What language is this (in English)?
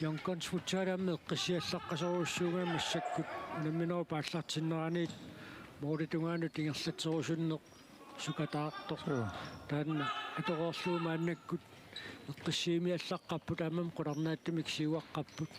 Kalaallisut